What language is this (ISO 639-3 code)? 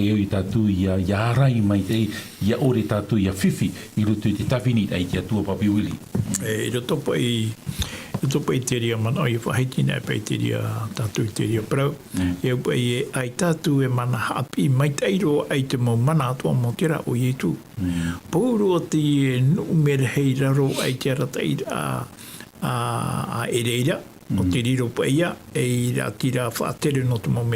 tah